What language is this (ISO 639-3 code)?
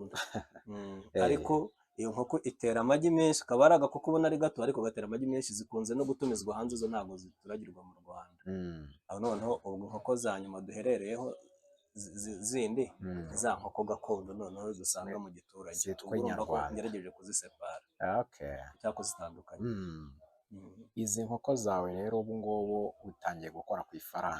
kin